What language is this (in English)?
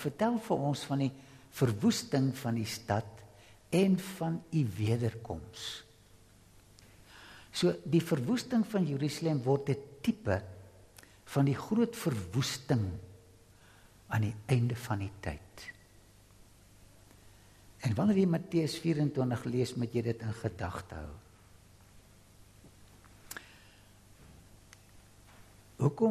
Afrikaans